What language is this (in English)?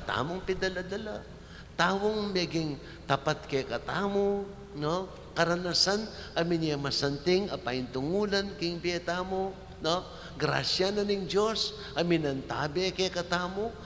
Pampanga